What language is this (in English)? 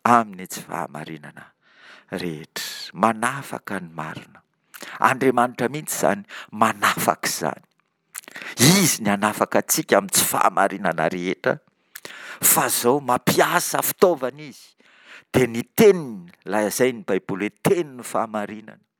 Malagasy